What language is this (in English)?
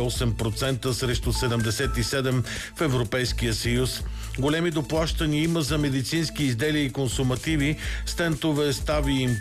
Bulgarian